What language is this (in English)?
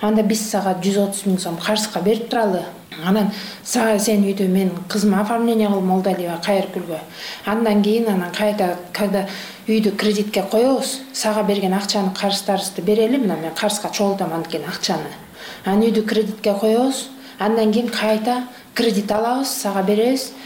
Kyrgyz